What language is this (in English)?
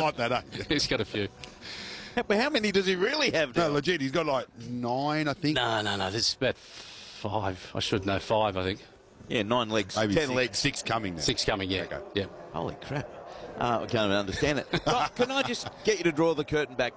English